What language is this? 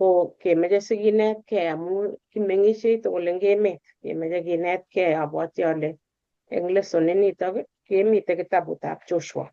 Kalenjin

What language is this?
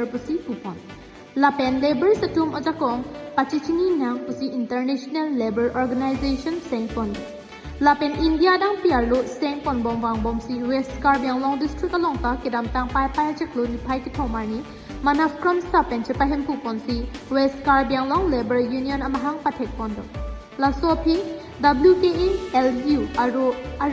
Karbi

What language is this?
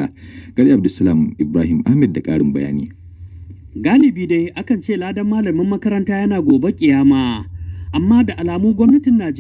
Hausa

